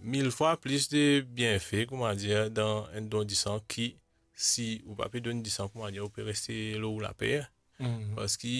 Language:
Morisyen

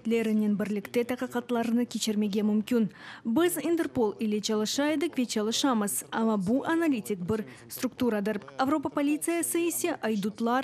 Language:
Crimean Tatar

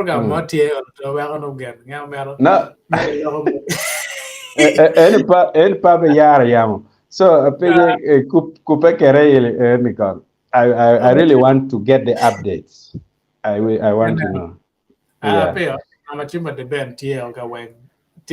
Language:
Acoli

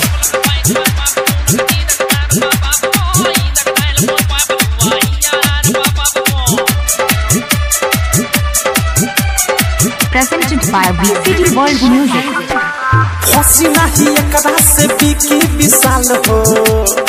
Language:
Bhojpuri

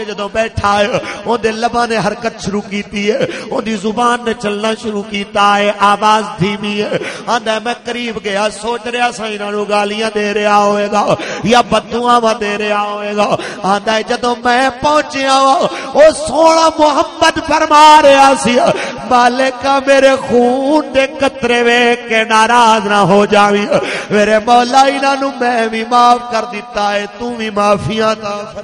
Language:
Western Panjabi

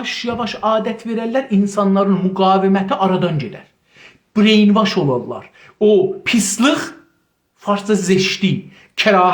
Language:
South Azerbaijani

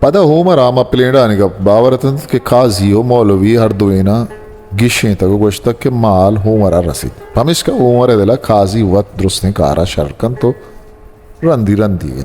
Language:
Eastern Balochi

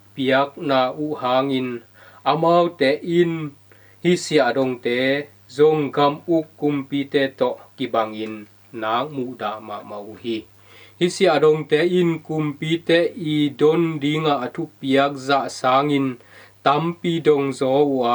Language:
Tedim Chin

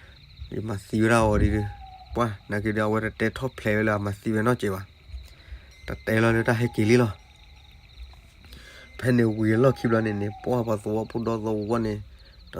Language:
S'gaw Karen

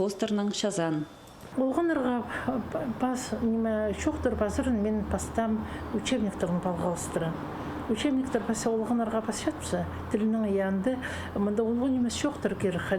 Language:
Khakas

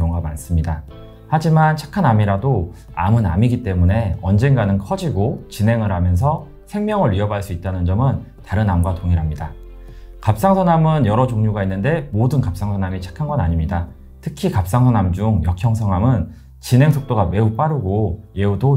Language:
Korean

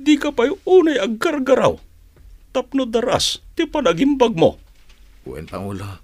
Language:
Iloko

